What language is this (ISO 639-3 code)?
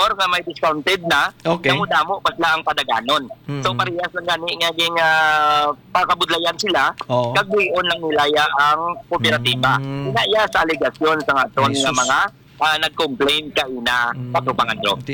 hil